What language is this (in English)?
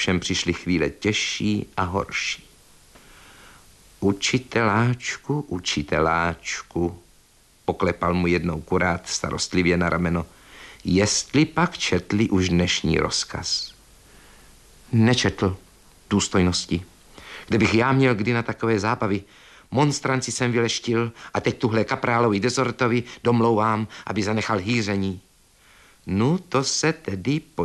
Czech